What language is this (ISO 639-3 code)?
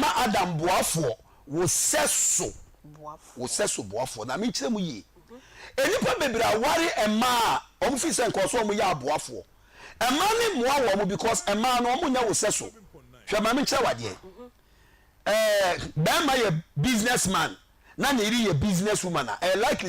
aka